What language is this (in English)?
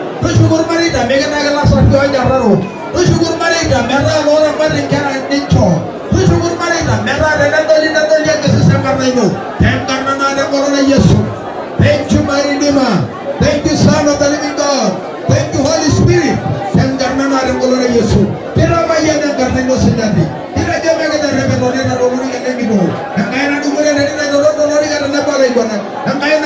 Masai